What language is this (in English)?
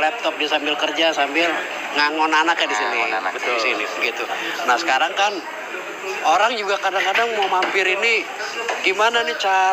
Betawi